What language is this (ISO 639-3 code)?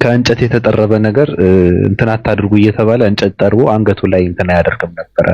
amh